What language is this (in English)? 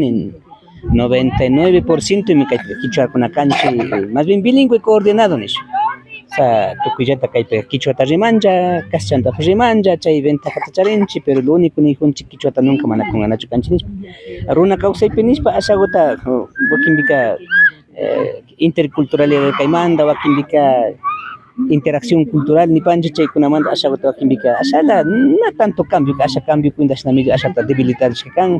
Imbabura Highland Quichua